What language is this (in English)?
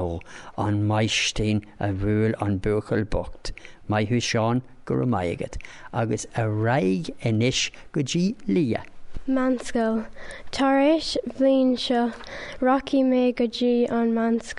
Irish